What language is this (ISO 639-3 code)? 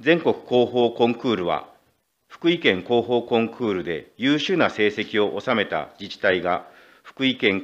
jpn